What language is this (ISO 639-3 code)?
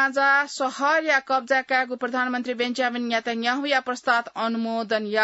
new